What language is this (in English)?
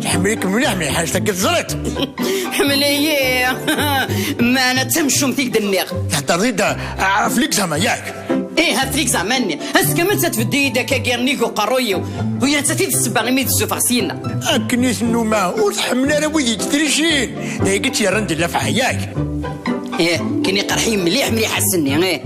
Kabyle